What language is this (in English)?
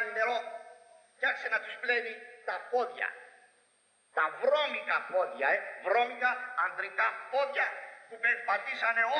Greek